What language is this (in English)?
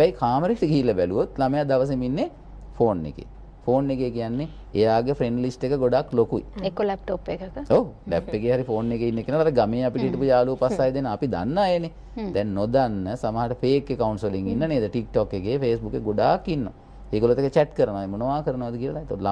Sinhala